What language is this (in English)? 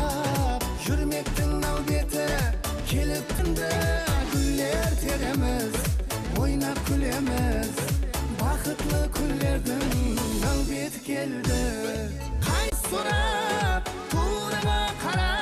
Kara-Kalpak